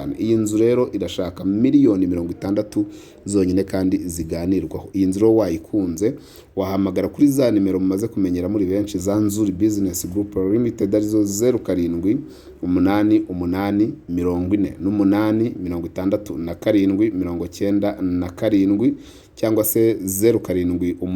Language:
Kinyarwanda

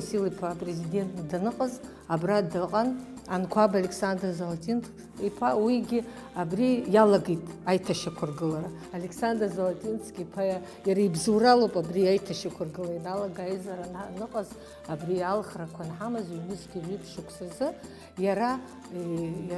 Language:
Abkhazian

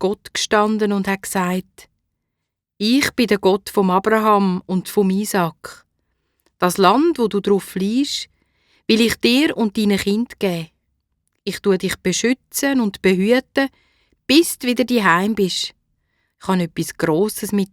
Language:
Swiss German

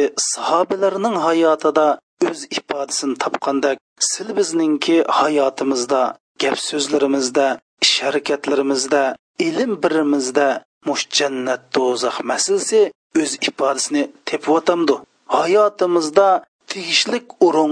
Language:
Uyghur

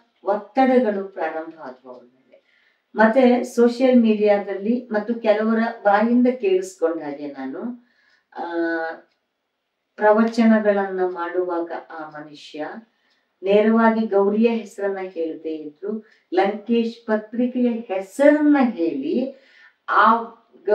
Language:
Kannada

